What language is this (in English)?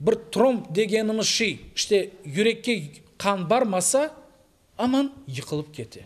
Crimean Tatar